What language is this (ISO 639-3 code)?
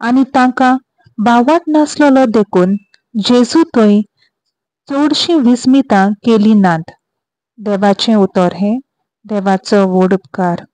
kok